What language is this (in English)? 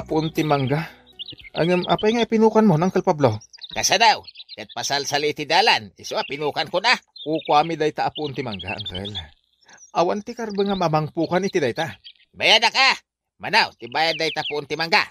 Iloko